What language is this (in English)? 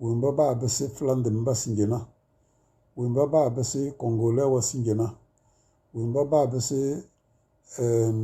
Tem